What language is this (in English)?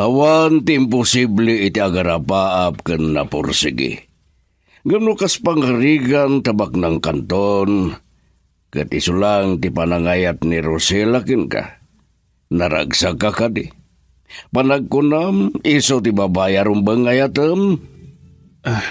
Iloko